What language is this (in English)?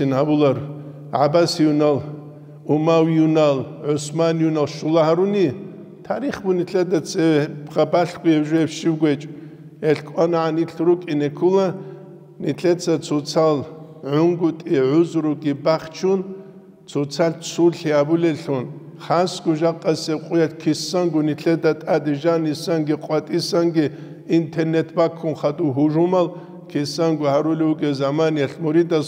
Avaric